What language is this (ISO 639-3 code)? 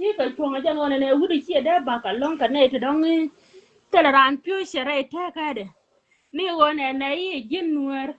nus